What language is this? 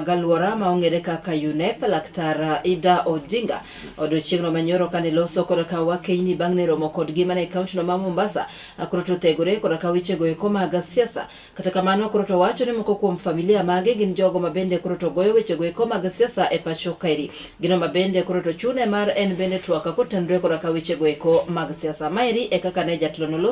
Luo (Kenya and Tanzania)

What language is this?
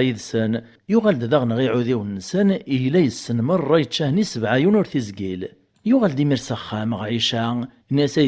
Kabyle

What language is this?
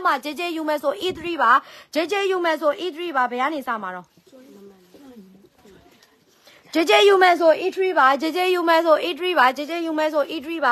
Burmese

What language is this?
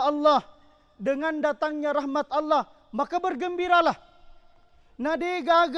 Buginese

